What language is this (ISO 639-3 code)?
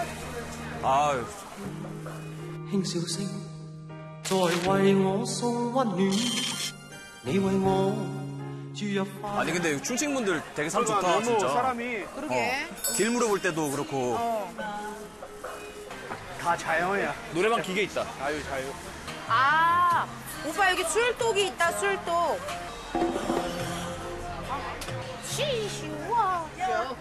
kor